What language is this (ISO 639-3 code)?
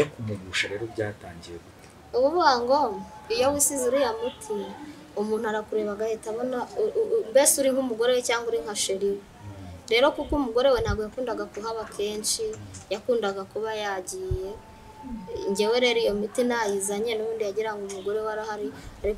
kin